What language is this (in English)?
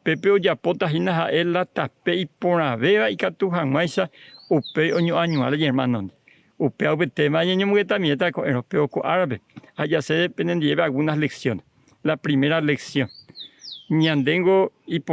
Guarani